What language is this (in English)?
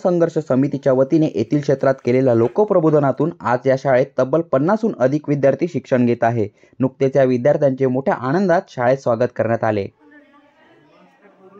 Marathi